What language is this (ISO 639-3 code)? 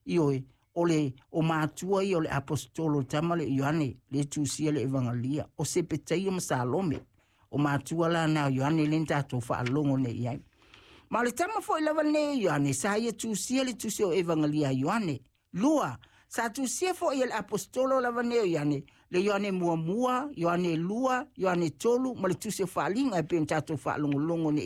smo